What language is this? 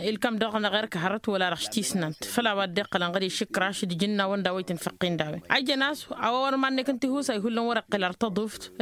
Tamasheq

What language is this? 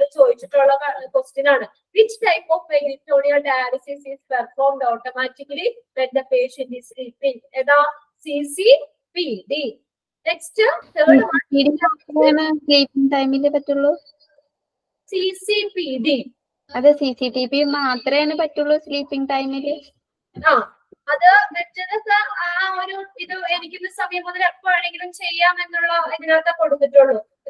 Malayalam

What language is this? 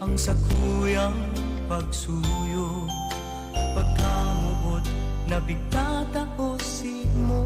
Bikol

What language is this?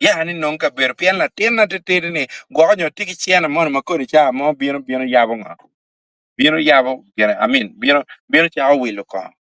Acoli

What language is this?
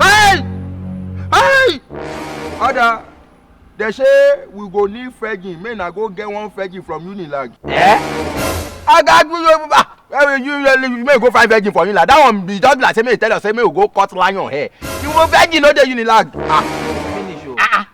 Nigerian Pidgin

